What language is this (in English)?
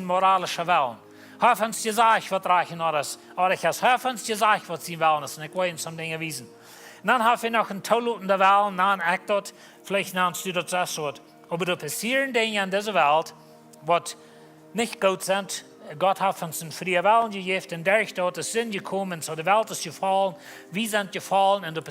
Plautdietsch